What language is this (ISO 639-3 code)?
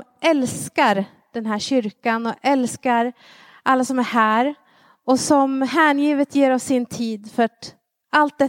swe